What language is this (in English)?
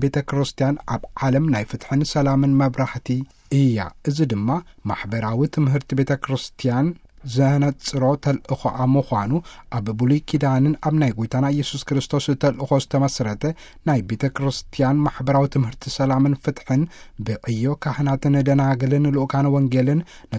Tigrinya